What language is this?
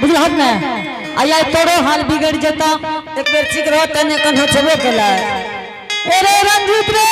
Angika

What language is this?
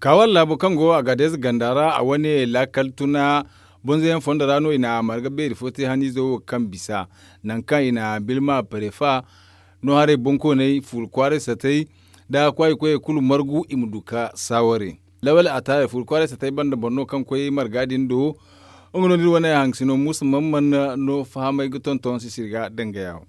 Zarma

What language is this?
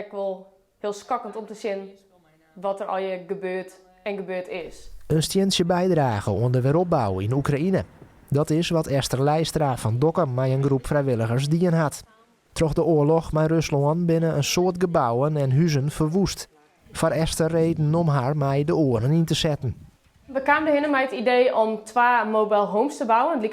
Western Frisian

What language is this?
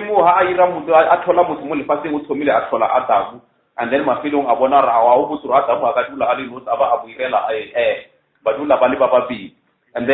Northern Sotho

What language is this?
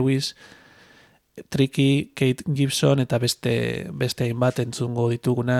Basque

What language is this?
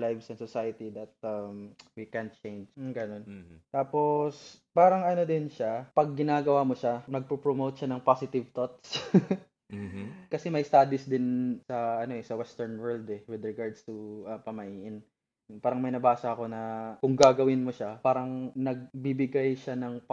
Filipino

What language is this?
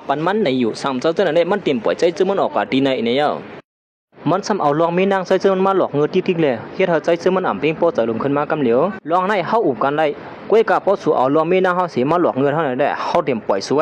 Shan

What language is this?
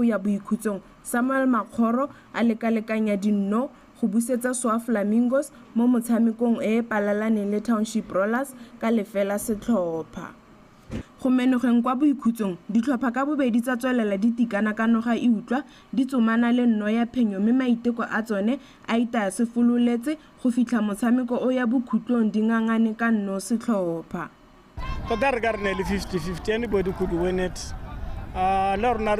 Tswana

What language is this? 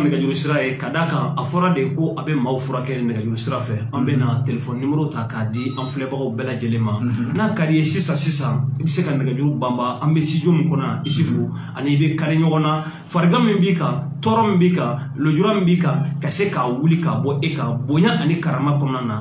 Bambara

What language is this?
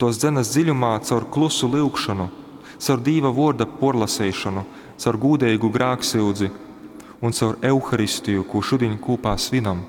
Latgalian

